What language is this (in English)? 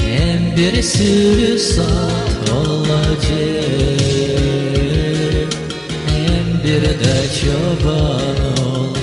Gagauz